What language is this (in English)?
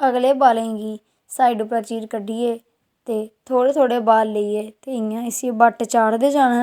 Dogri